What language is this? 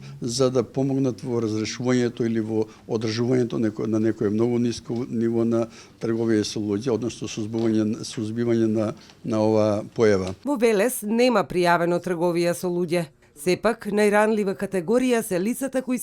Macedonian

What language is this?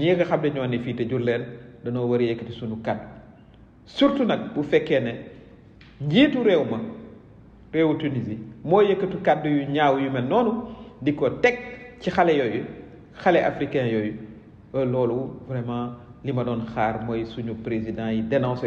Wolof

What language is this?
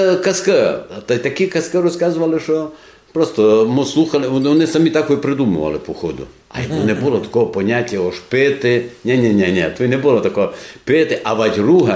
Rusyn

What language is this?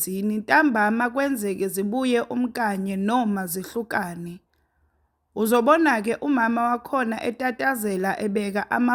Zulu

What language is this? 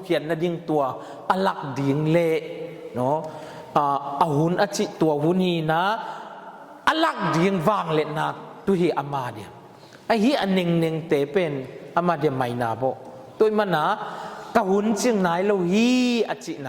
Tedim Chin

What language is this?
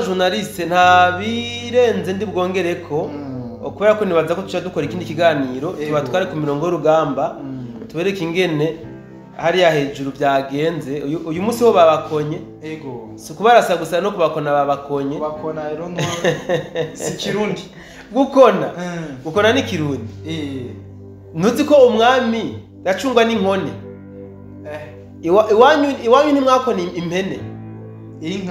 Rundi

